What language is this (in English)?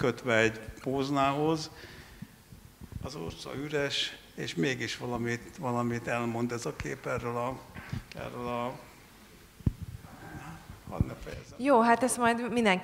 Hungarian